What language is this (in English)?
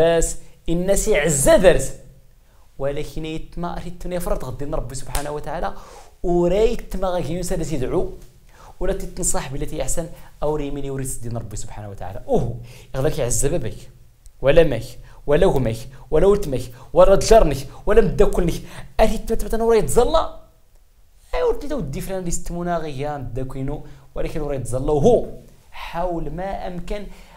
Tachelhit